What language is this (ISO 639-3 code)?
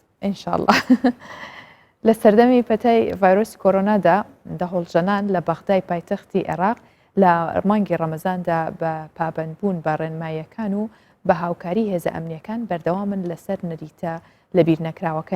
ckb